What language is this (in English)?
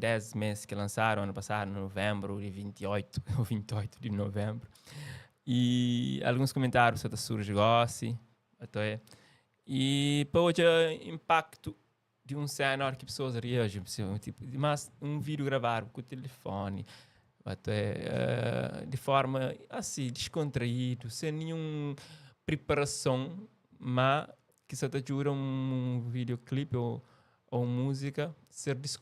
Kabuverdianu